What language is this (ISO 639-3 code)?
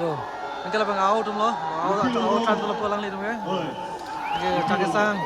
mjw